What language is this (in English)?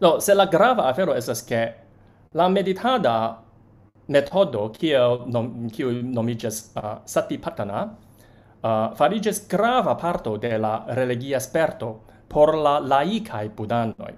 Esperanto